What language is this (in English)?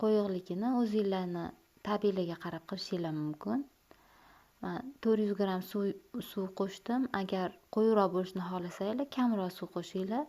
Uzbek